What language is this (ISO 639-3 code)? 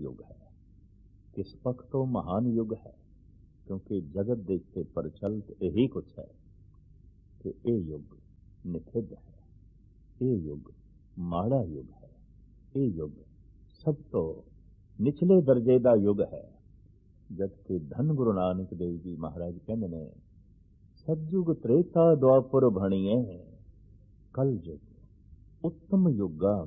pan